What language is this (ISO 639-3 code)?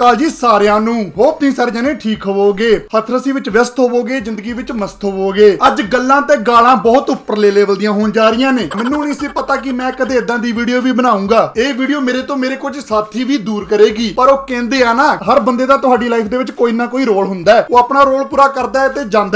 pan